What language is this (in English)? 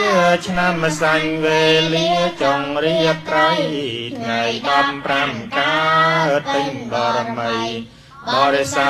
Khmer